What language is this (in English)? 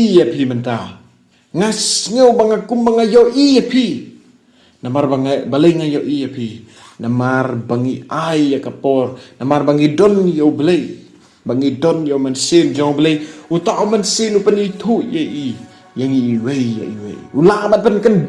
Khasi